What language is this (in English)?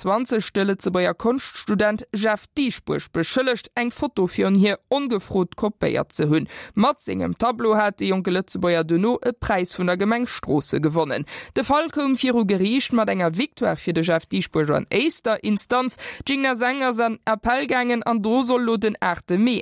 Luxembourgish